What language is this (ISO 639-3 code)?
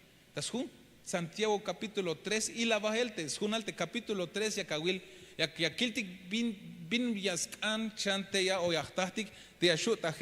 tzh